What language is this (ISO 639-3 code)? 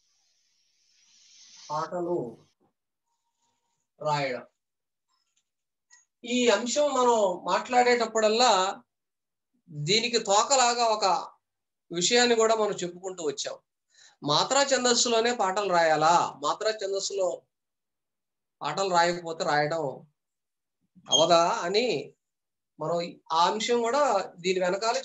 tel